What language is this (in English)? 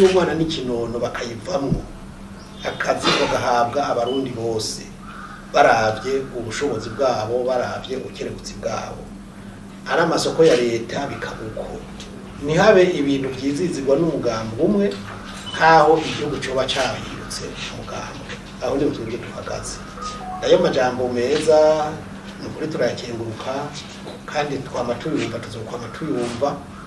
Rundi